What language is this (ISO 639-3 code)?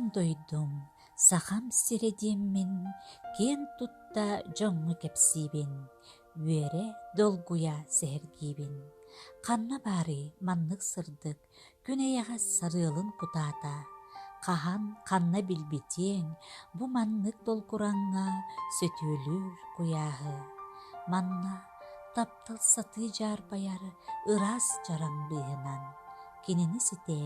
sah